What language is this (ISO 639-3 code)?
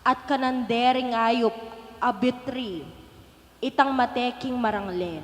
pam